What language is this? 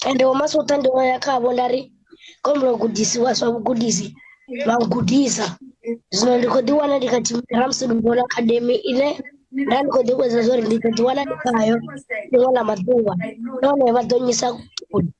Venda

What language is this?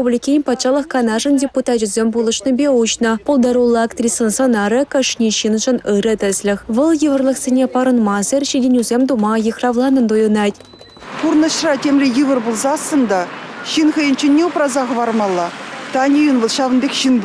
Chuvash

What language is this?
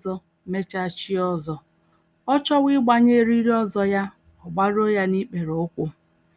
Igbo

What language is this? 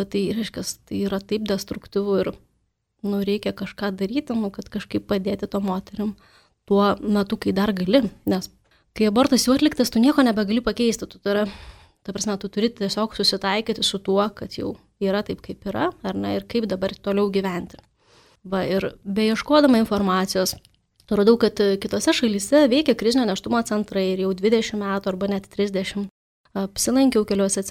Lithuanian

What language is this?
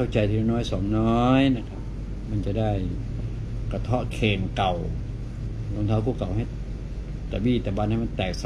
Thai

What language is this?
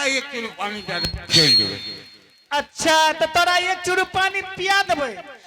Angika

